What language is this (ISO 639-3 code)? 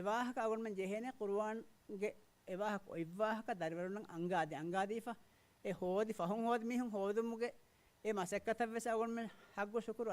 div